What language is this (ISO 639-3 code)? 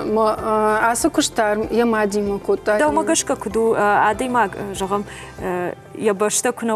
oss